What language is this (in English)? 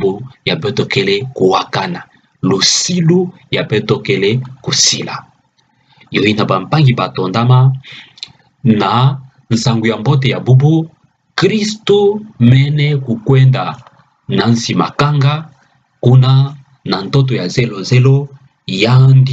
Kituba (Democratic Republic of Congo)